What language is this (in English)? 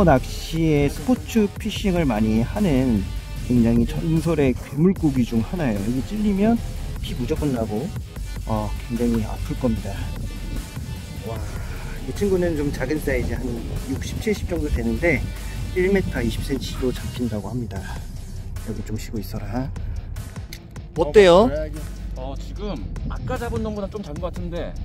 Korean